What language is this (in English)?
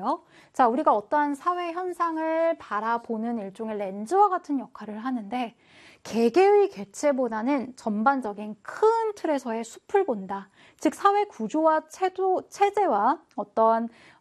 Korean